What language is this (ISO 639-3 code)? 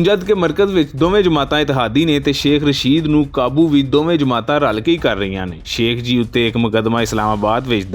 lah